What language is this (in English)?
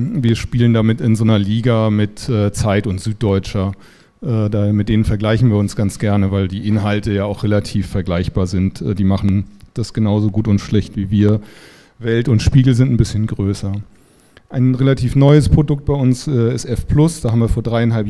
German